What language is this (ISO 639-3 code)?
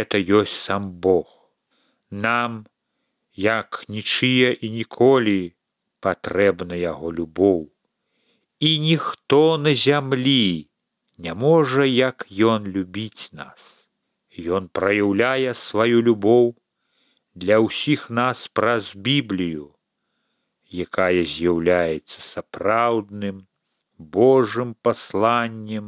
bel